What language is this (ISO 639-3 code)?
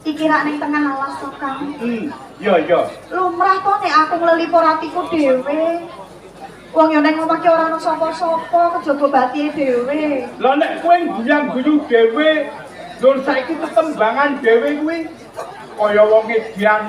jav